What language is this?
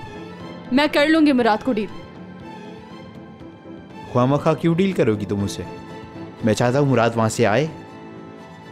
Hindi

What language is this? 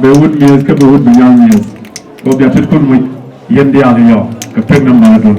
Nuer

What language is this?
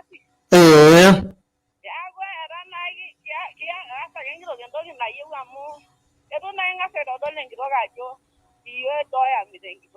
Masai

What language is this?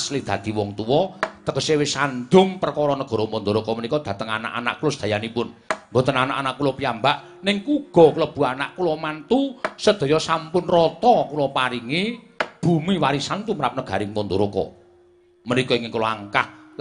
Javanese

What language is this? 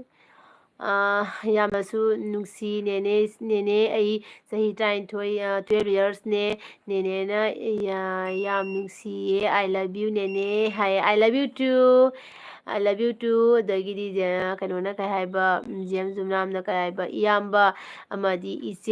Manipuri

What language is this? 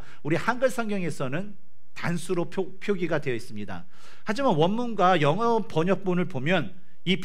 Korean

